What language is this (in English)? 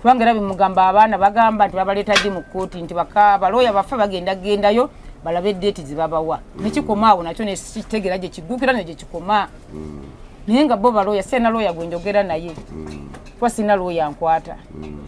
Ganda